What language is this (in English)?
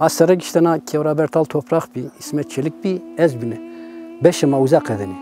Zaza